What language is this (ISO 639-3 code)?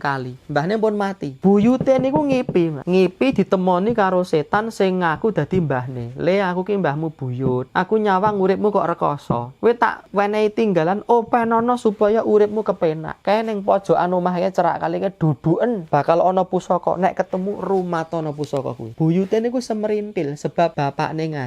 jav